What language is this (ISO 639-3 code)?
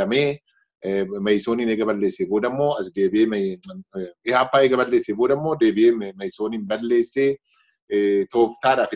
orm